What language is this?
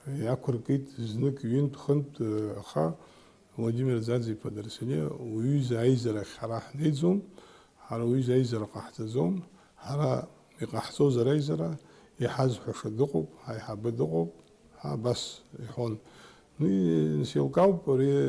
Abkhazian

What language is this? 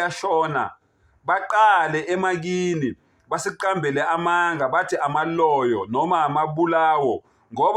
Zulu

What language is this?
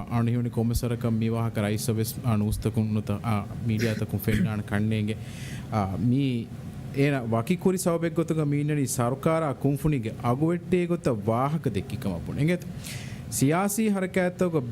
Divehi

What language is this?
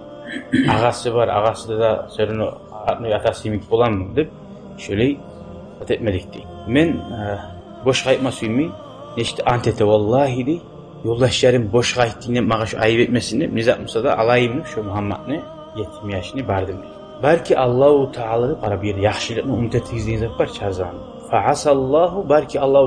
Kumyk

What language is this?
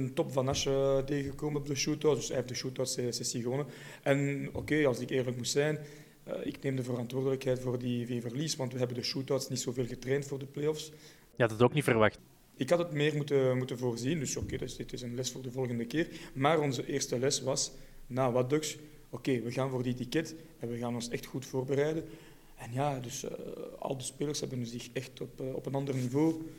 Dutch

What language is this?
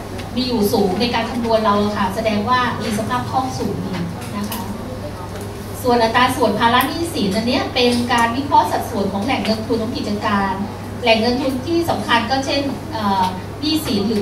Thai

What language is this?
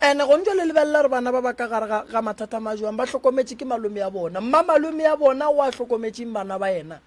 Northern Sotho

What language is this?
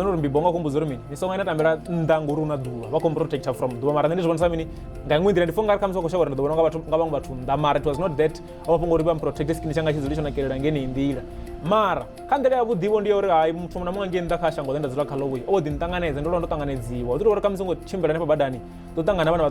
Venda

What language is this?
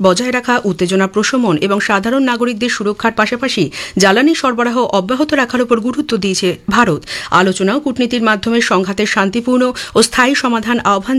Bangla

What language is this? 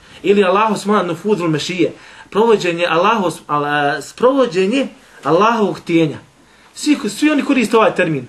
Bosnian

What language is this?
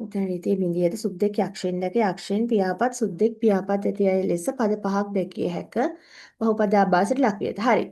Sinhala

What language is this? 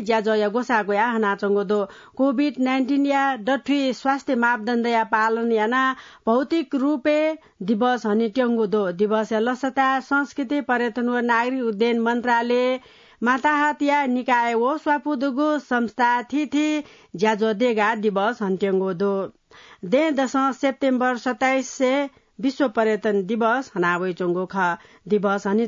Newari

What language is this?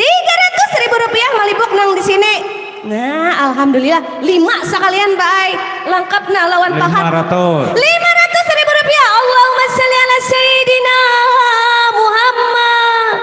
Banjar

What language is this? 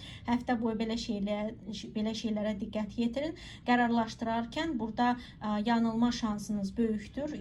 Azerbaijani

